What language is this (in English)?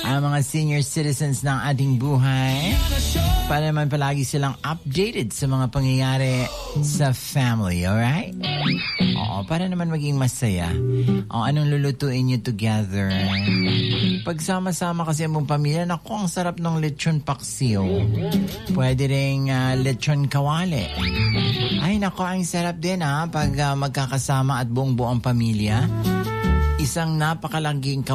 Filipino